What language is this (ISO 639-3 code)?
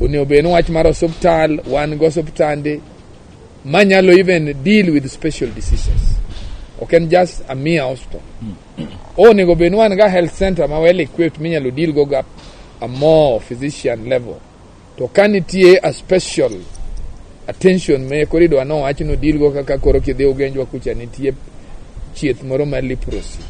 luo